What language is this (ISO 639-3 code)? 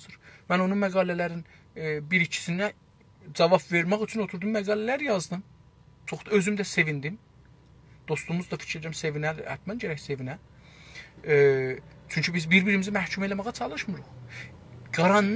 azb